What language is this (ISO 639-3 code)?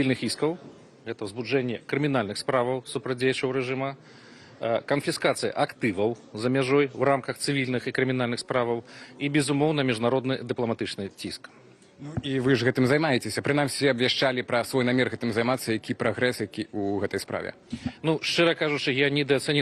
bel